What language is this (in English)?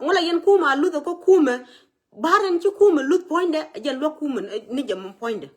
Nuer